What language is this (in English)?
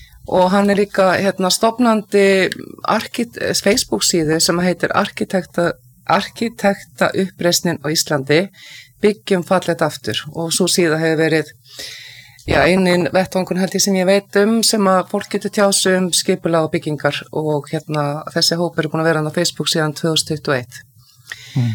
Icelandic